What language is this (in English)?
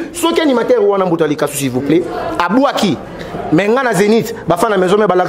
Lingala